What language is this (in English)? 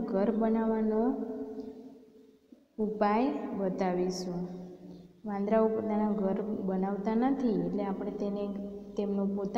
Gujarati